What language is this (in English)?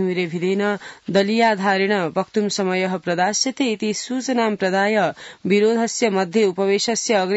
Sanskrit